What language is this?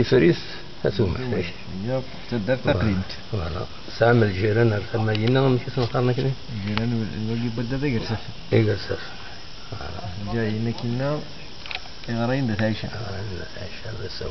Kabyle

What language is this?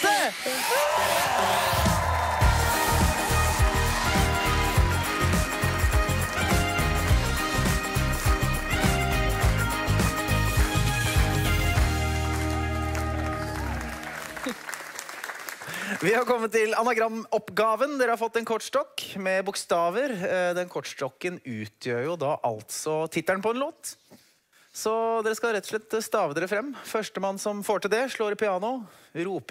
Norwegian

